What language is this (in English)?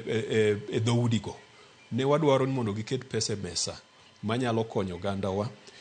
Luo (Kenya and Tanzania)